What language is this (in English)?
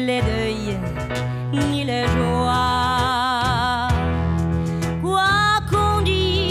French